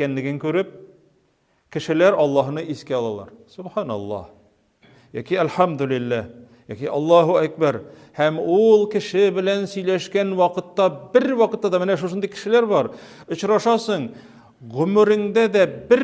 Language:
Tatar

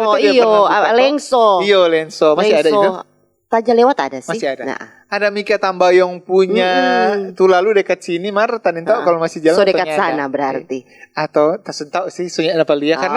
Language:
Manado Malay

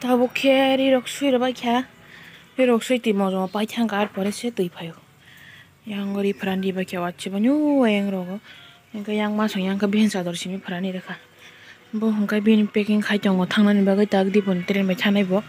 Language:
Kok Borok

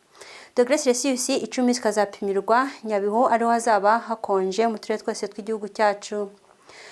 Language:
Kinyarwanda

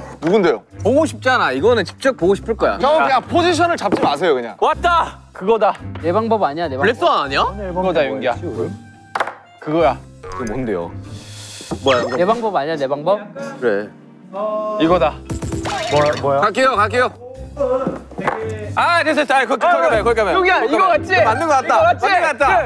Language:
Korean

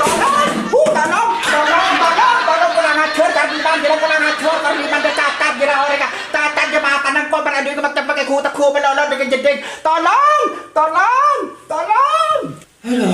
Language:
Madurese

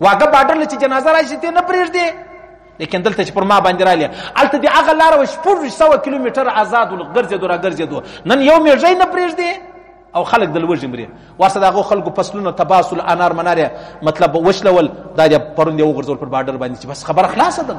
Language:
Pashto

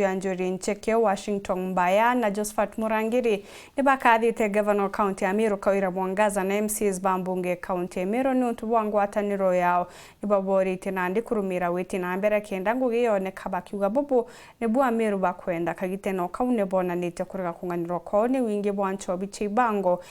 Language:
Meru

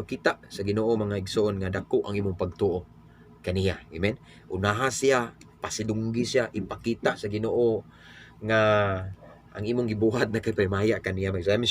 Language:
Cebuano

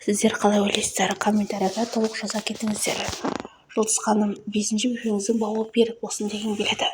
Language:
Kazakh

